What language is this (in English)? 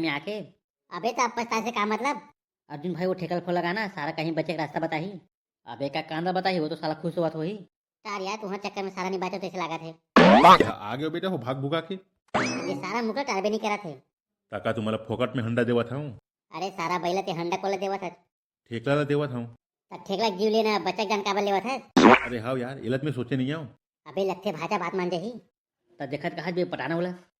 Chhattisgarhi